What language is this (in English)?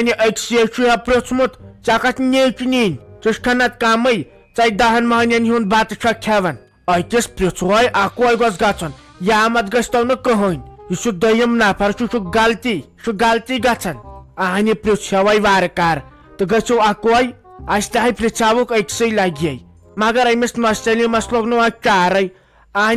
Kashmiri